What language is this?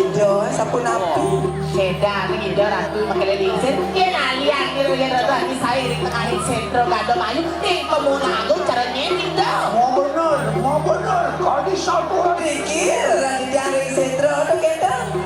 Balinese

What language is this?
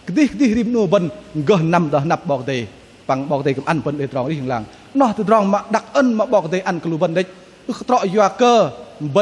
Bahnar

